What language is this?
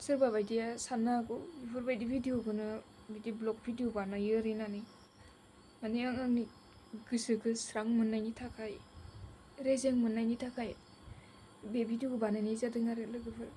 Bodo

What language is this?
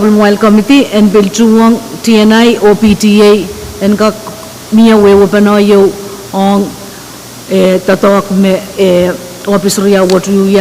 Pohnpeian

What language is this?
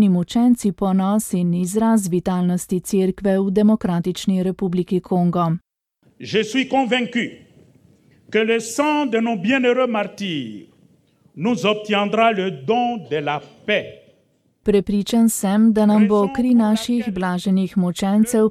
Slovenian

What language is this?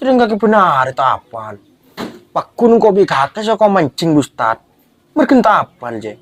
Madurese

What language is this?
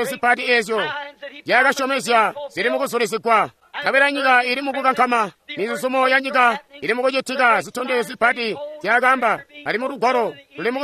Tonga (Zambia)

